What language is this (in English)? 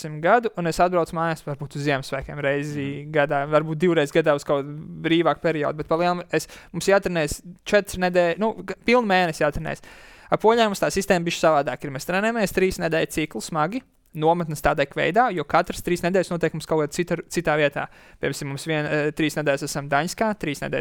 Latvian